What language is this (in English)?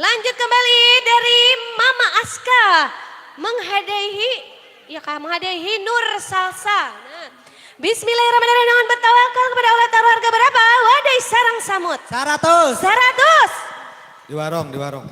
Banjar